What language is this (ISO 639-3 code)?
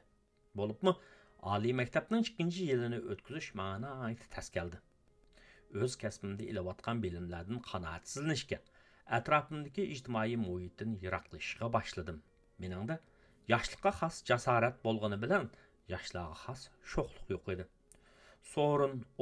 uig